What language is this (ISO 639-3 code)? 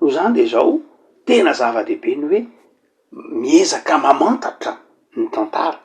mlg